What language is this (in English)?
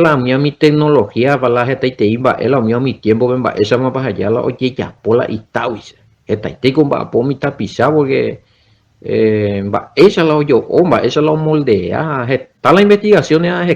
Guarani